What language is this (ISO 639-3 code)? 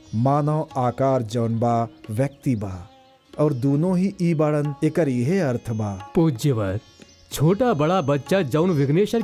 bho